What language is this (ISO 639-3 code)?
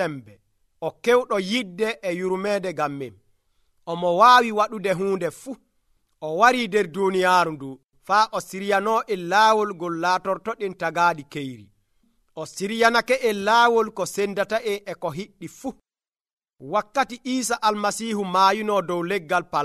fuv